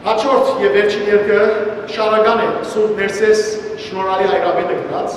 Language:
Western Armenian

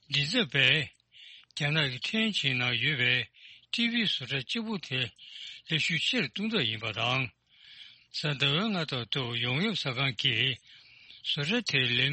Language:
Tibetan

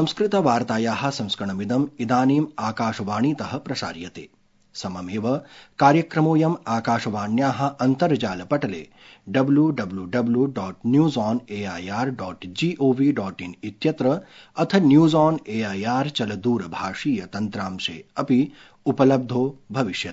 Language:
Sanskrit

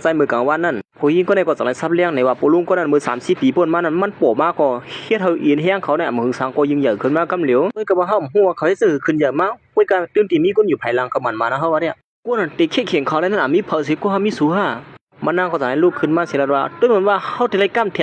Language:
Shan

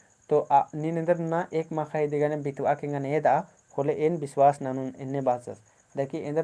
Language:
Kurukh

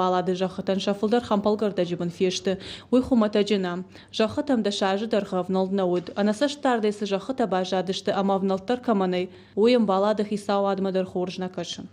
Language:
Ossetic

